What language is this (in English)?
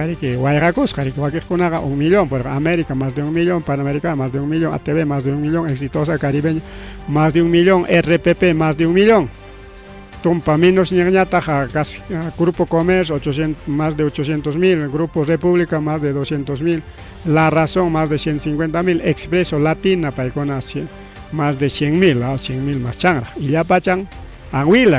Ayacucho Quechua